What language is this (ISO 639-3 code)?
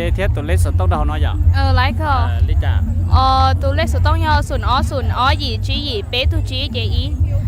hmn